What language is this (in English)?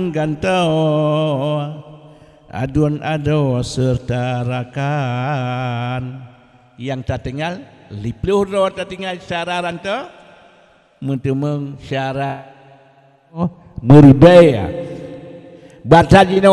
Achinese